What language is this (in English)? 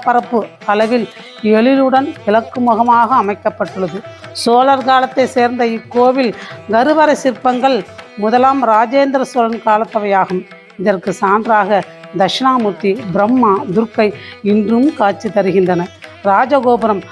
Tamil